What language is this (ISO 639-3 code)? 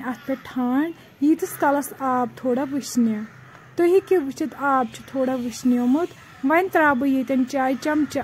kas